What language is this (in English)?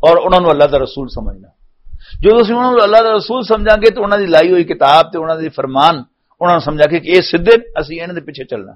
Western Panjabi